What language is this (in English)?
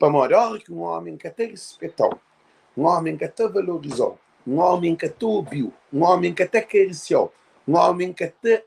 Kabuverdianu